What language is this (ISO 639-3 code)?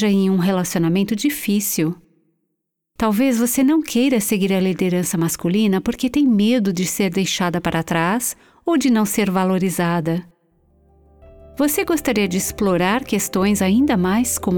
por